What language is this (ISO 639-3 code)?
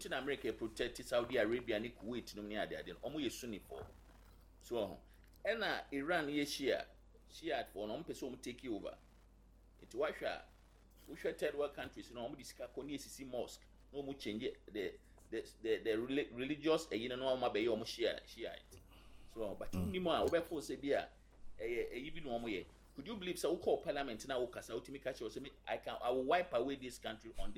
aka